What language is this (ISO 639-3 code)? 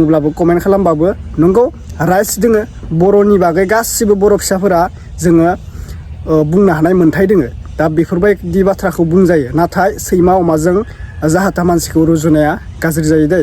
brx